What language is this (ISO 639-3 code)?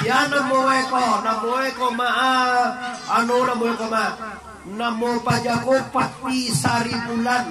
min